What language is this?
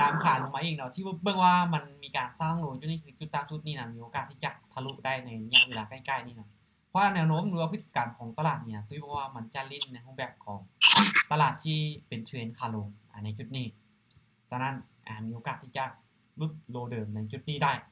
Lao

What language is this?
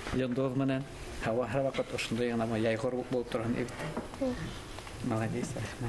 Bashkir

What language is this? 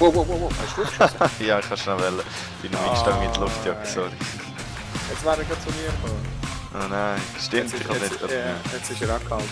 Swiss German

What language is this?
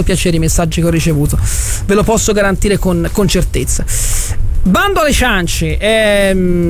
Italian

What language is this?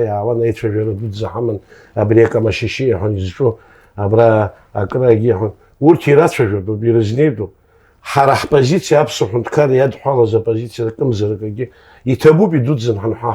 Abkhazian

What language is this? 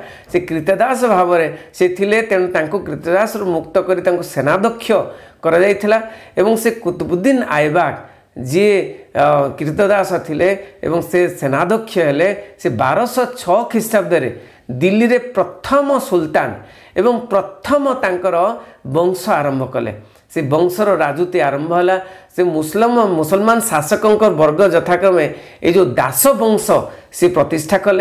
Odia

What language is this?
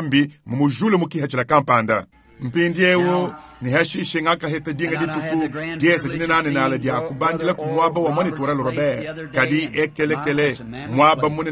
Luba-Lulua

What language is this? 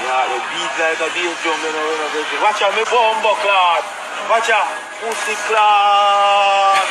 Jamaican Creole English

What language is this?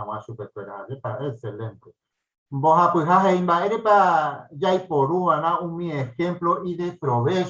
Guarani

